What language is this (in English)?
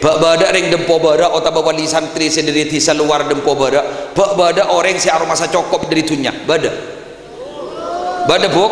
Madurese